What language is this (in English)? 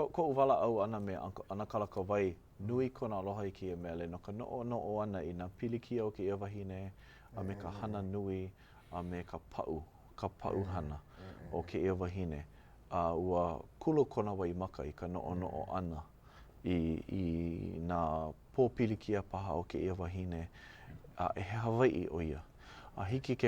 Hawaiian